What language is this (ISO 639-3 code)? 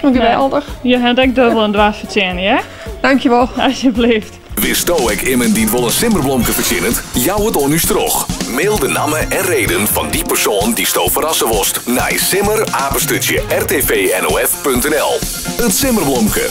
fry